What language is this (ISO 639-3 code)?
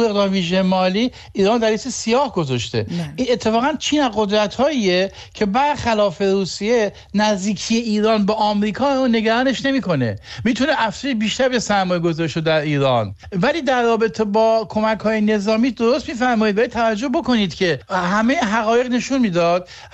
fas